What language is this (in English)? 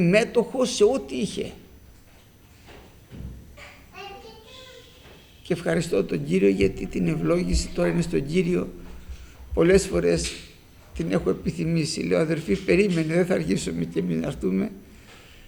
Greek